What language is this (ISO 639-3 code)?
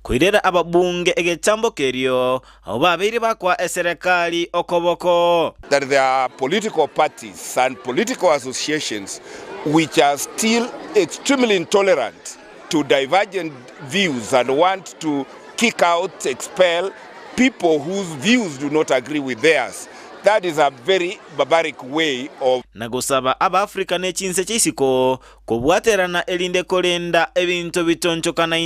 guz